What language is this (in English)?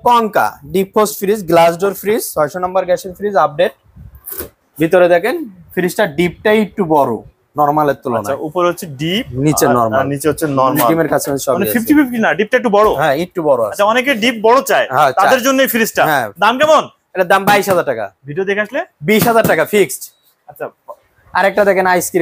Bangla